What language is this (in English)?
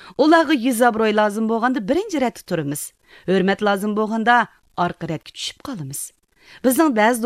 Uyghur